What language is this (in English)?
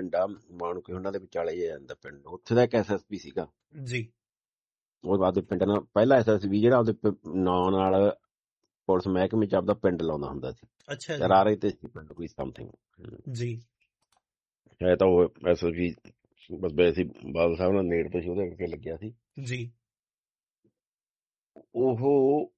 Punjabi